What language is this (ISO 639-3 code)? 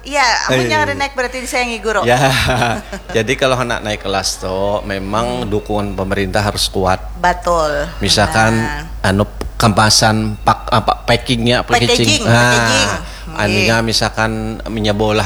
bjn